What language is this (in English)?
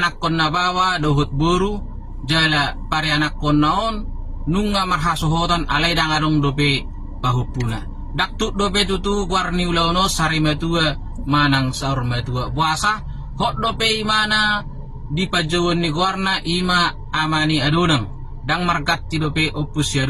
Batak Toba